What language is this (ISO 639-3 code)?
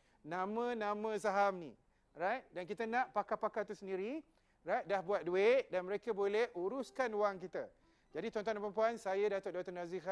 msa